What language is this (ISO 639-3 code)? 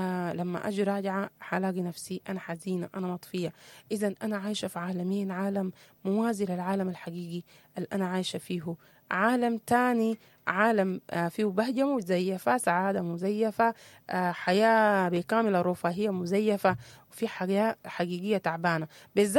apd